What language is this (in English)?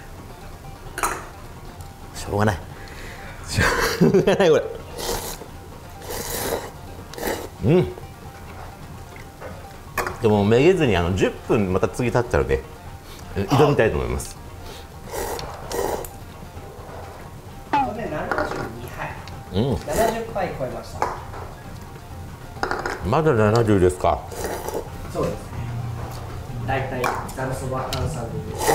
Japanese